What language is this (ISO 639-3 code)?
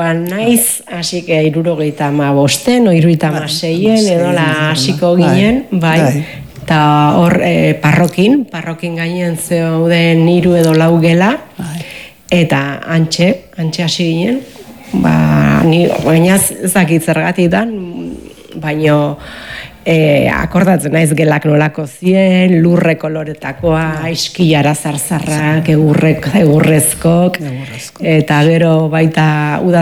eus